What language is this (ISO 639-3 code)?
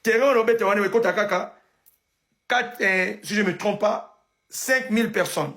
lin